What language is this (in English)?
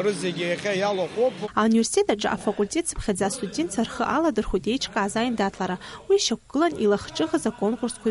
Abkhazian